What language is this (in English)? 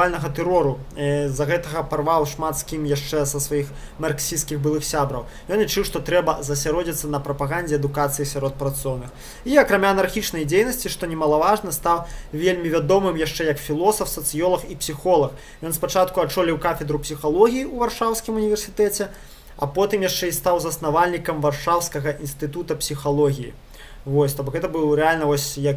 Belarusian